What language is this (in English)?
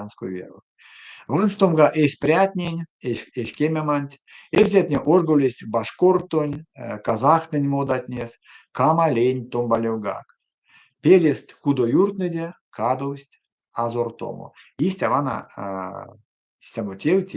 Erzya